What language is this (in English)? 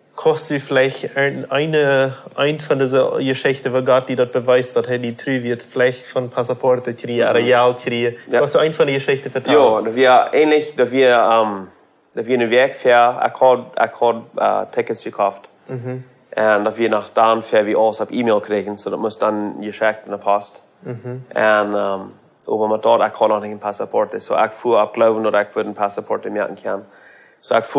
Plautdietsch